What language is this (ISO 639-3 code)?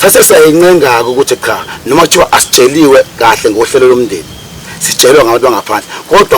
zul